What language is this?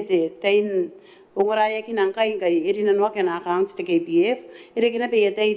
Gilbertese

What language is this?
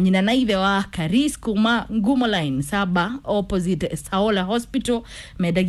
Kikuyu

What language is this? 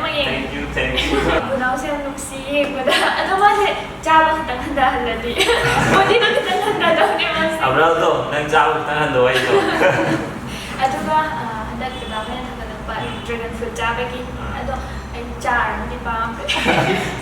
Manipuri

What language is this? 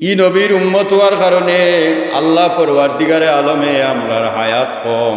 Sylheti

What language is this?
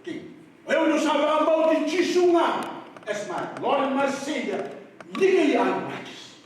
Fijian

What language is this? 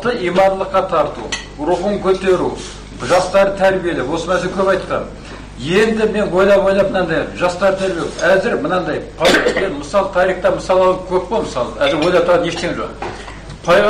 Kazakh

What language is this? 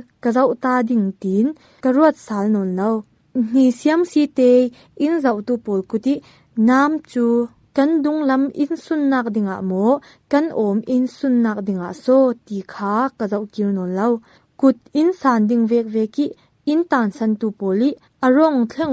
Falam Chin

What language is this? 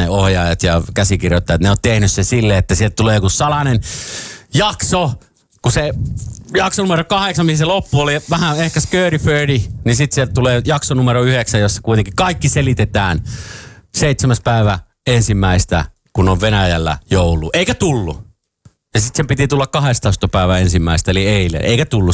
Finnish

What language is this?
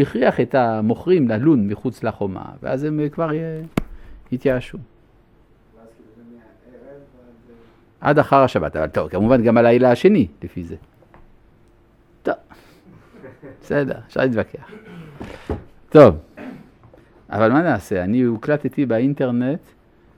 Hebrew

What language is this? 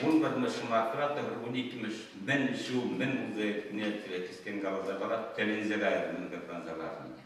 Chuvash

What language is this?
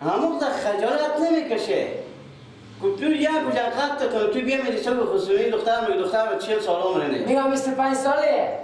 Persian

